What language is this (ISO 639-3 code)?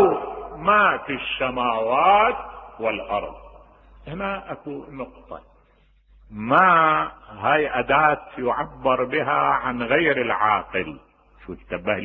acm